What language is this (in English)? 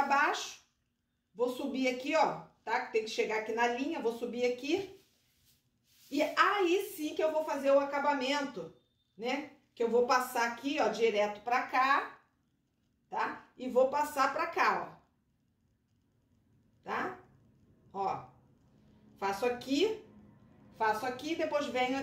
Portuguese